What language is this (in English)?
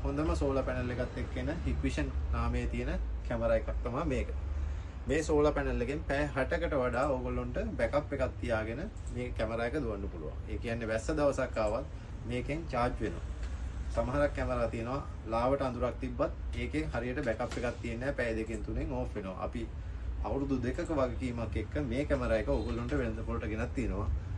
Sinhala